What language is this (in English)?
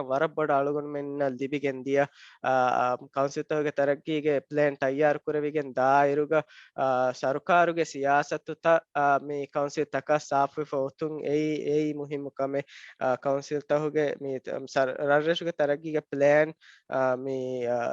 Divehi